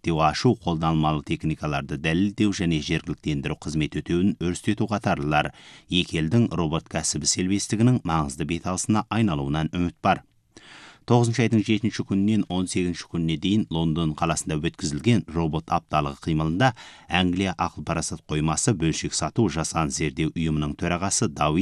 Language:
Kazakh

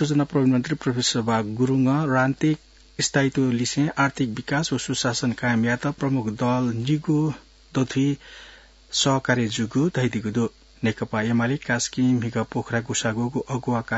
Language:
Newari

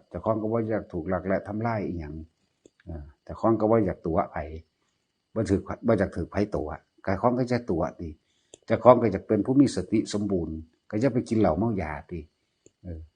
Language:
Northeastern Thai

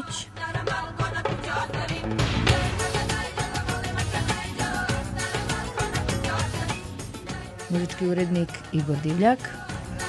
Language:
Serbian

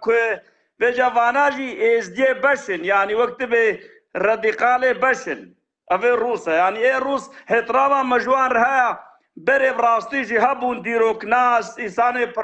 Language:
Kurdish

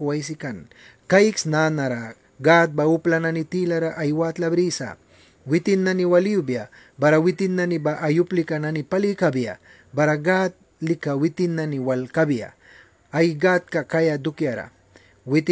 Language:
Mískito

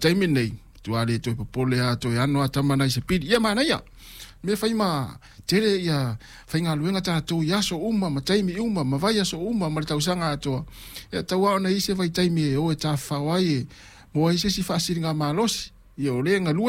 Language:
Samoan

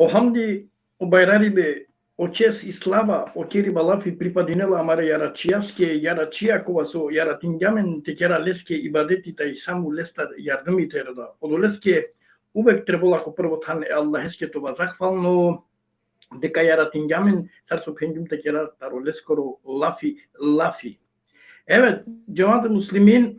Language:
Balkan Romani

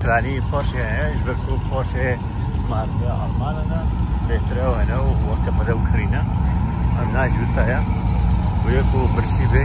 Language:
Kurdish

